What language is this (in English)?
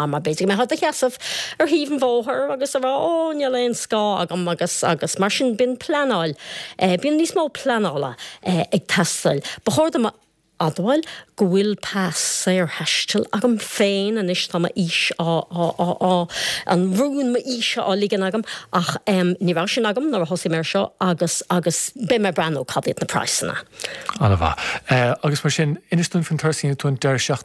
Irish